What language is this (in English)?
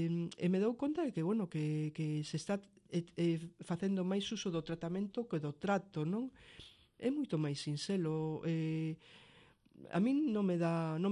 Galician